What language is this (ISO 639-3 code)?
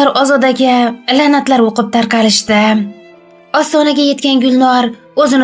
uzb